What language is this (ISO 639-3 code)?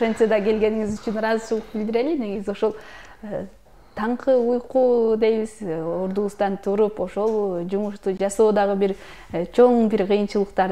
kir